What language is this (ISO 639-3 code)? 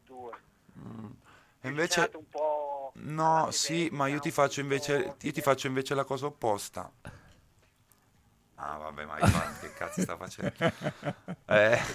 ita